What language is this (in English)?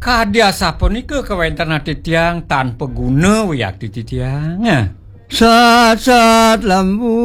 Balinese